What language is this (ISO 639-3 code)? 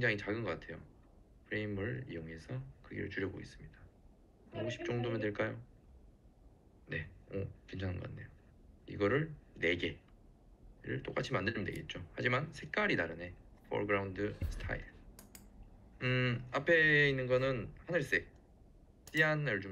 kor